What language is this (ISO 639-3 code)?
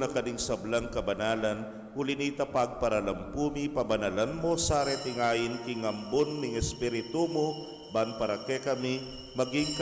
pam